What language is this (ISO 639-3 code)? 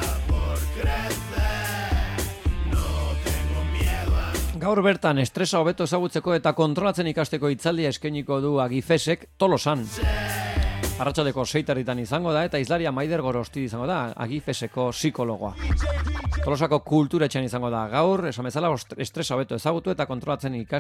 eus